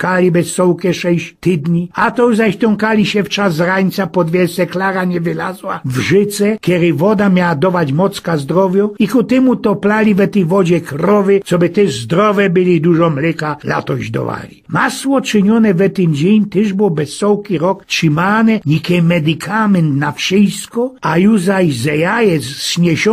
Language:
Silesian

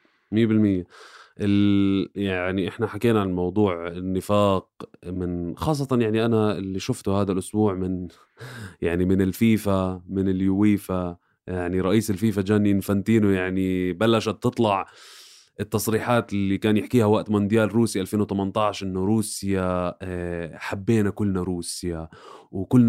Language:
North Levantine Arabic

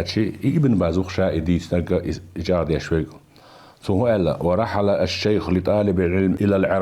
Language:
Chechen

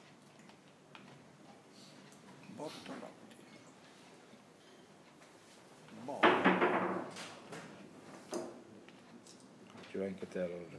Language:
Italian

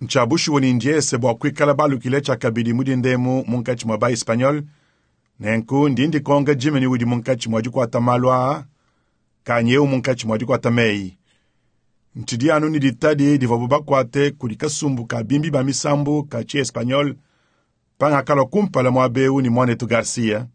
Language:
Luba-Lulua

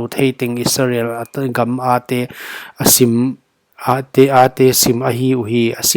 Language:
Paite Chin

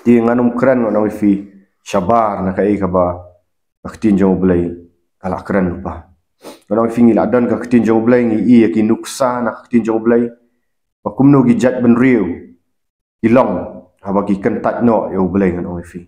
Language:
Khasi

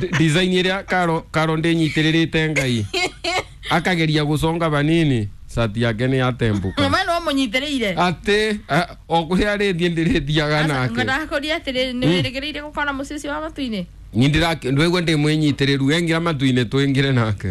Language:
Kikuyu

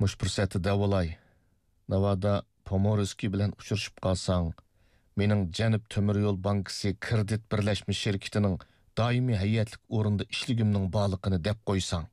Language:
Uyghur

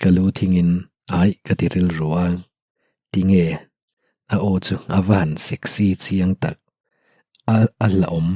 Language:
Mizo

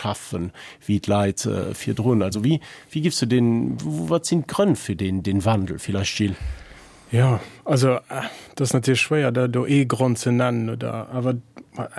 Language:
Luxembourgish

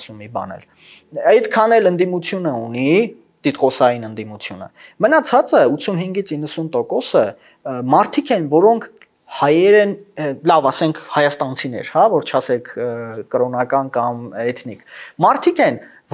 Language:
Armenian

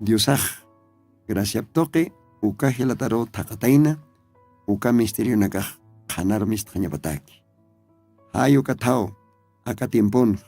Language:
Aymara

